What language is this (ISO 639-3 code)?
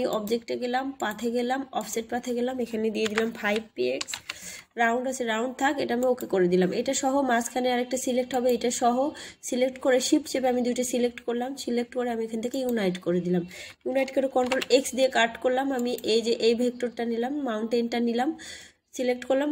ben